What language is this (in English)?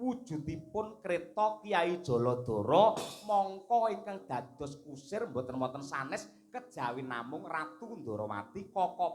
Javanese